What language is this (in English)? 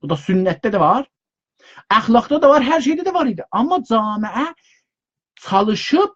South Azerbaijani